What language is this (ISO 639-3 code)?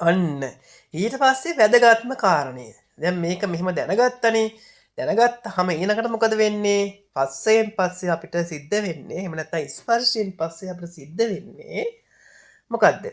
sin